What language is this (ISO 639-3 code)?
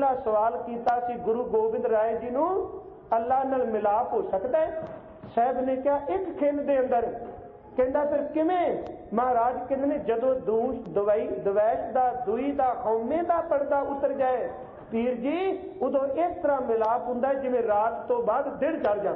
pan